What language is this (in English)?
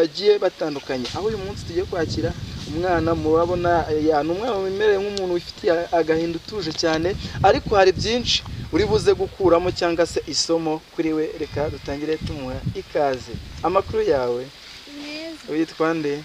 Kinyarwanda